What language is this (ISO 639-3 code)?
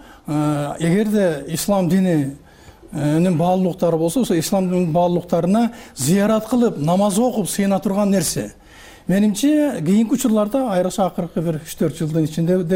kir